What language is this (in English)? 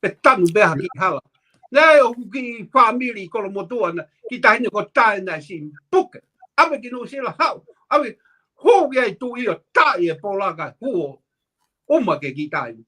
Tongan